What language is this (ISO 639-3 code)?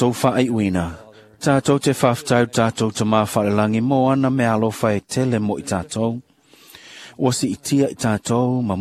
smo